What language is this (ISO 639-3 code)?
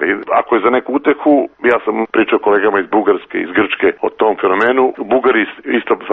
srp